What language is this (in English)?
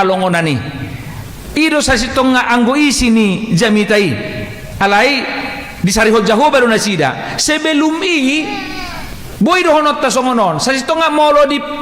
Batak Toba